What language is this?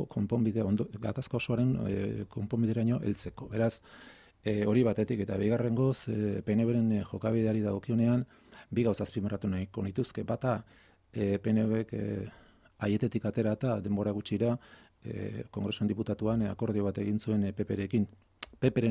Basque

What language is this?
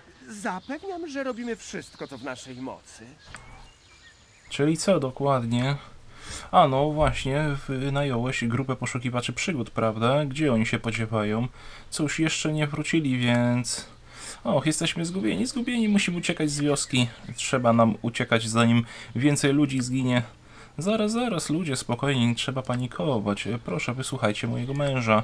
Polish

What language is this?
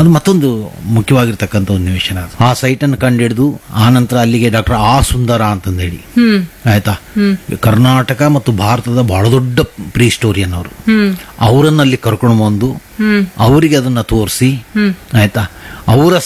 Kannada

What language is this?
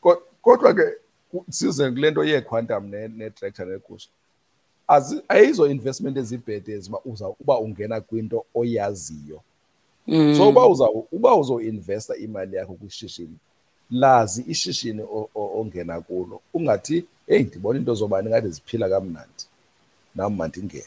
Xhosa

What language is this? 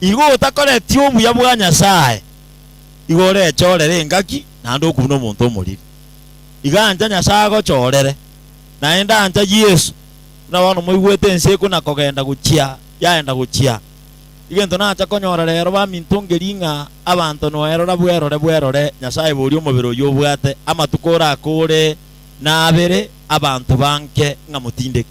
Gusii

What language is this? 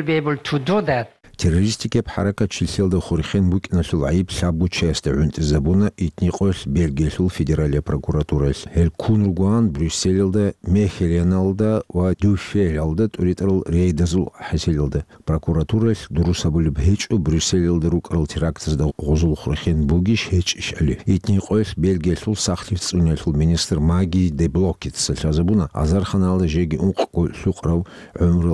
Avaric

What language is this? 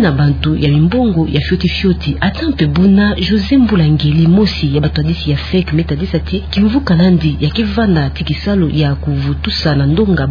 Kituba (Democratic Republic of Congo)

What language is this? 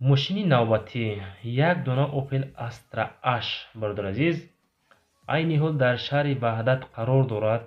Tajik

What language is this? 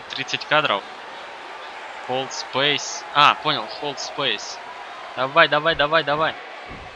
Russian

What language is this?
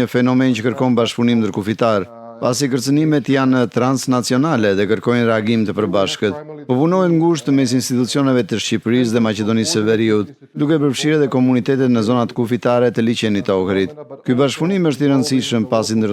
Albanian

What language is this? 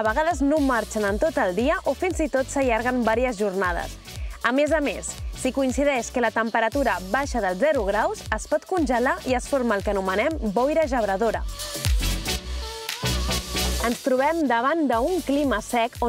Catalan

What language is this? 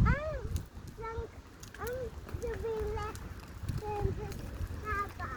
Tswana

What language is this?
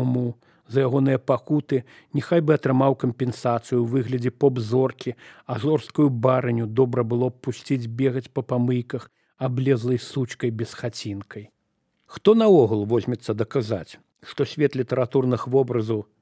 Belarusian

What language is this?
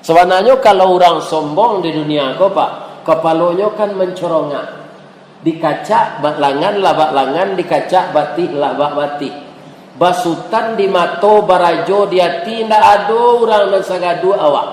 Minangkabau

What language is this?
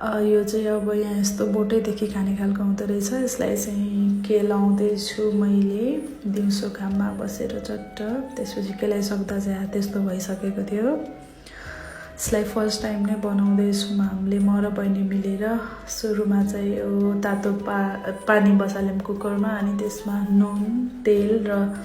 Nepali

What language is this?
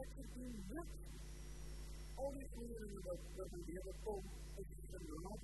Afrikaans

